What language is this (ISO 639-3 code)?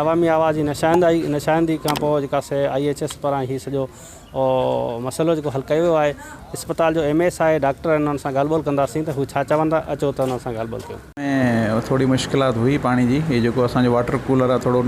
snd